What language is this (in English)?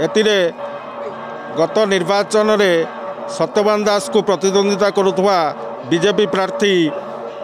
Odia